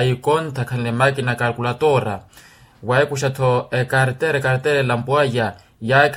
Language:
Makhuwa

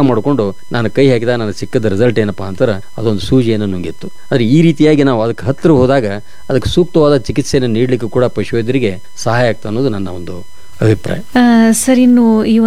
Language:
Kannada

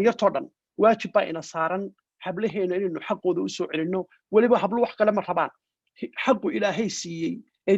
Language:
Somali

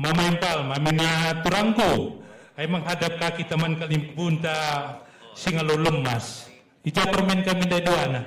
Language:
Batak Karo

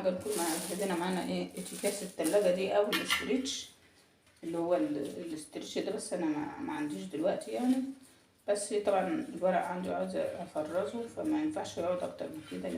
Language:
Egyptian Arabic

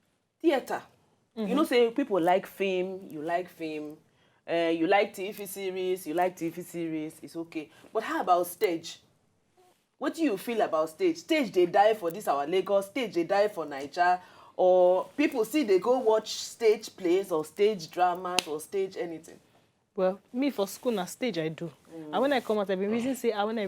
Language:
Nigerian Pidgin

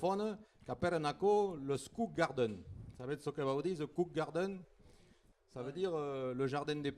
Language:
Occitan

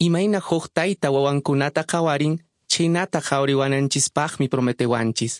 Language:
Quechua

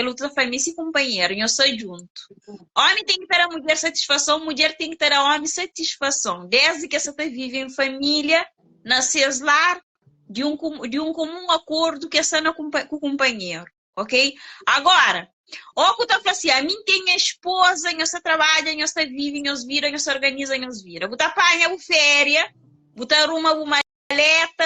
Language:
Kabuverdianu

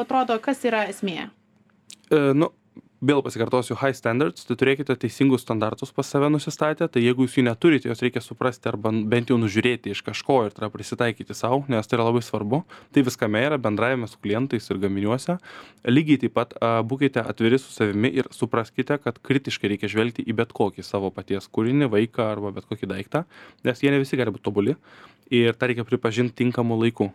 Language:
Lithuanian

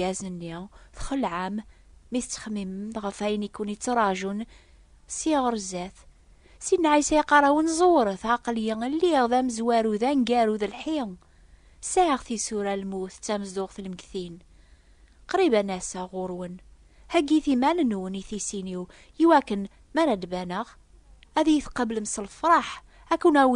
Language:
Kabyle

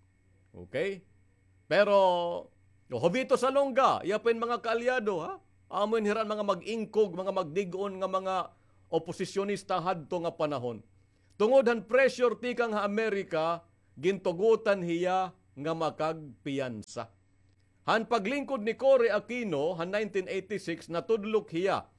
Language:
Waray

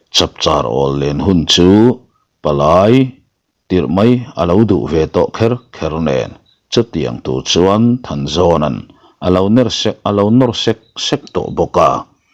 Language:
Mizo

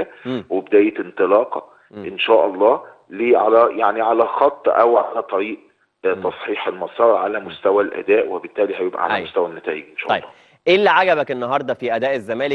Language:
Egyptian Arabic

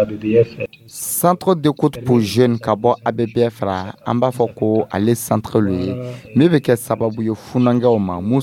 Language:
Dyula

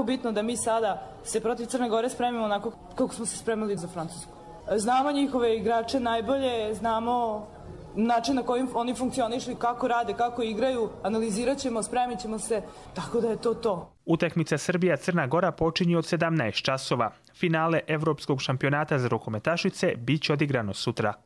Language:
Croatian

